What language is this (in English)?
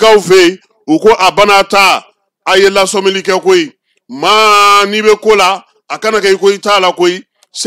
Bambara